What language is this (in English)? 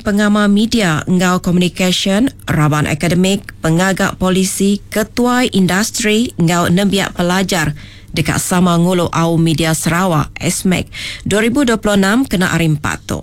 Iban